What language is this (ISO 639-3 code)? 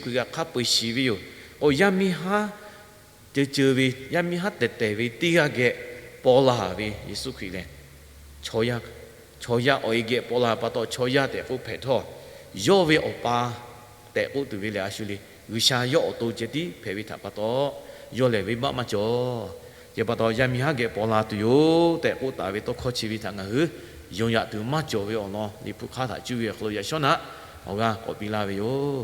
lhu